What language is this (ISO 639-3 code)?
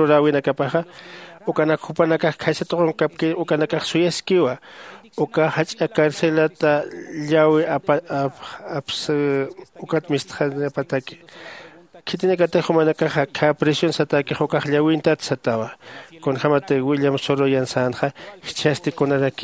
aym